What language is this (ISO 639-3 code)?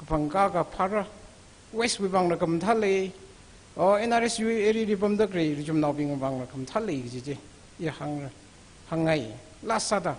nmf